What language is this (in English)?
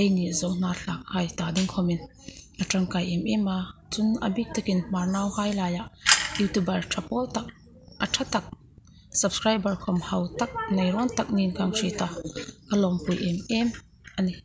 Hmar